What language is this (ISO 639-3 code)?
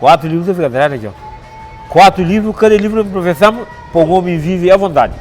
kea